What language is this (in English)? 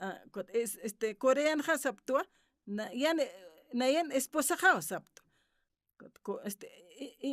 Aymara